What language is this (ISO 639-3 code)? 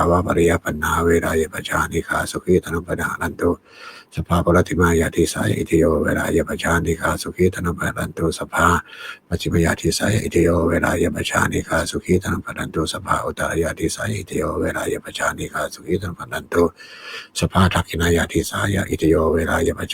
pli